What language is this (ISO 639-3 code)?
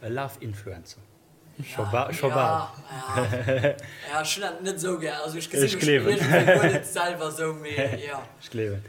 ltz